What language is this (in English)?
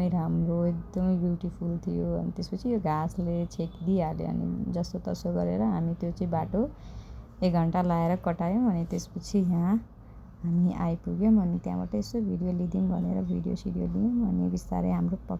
Nepali